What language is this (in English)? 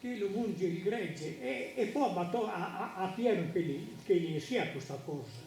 Sardinian